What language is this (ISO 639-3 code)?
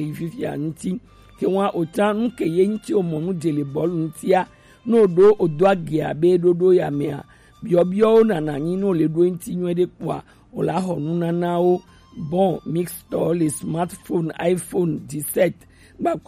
gej